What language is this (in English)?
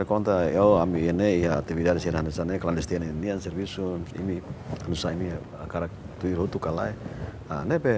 Tetum